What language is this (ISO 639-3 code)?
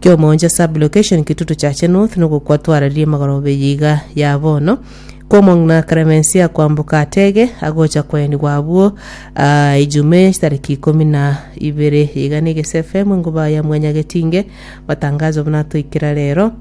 guz